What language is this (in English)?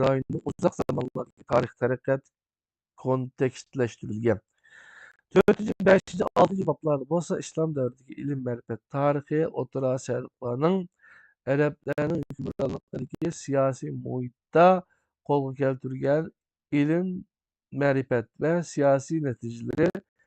Uyghur